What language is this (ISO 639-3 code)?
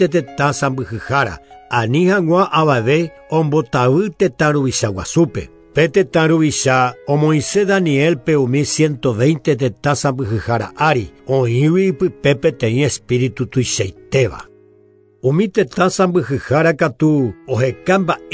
grn